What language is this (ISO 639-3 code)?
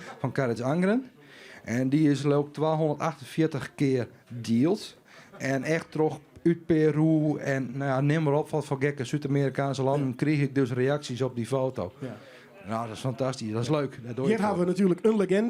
fry